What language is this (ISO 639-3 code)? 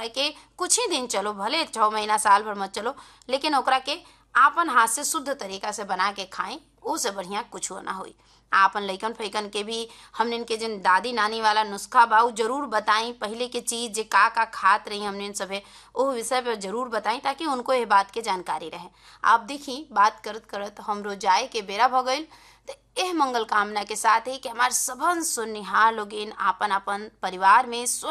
bho